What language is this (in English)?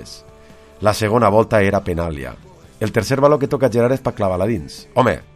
Catalan